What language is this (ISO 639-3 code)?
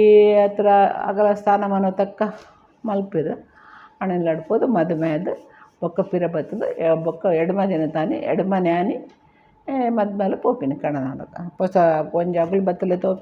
tcy